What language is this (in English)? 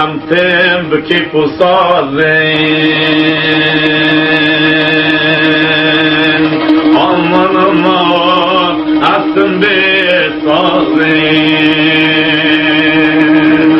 Kurdish